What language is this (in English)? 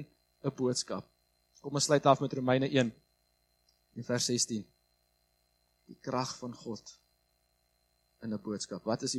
Afrikaans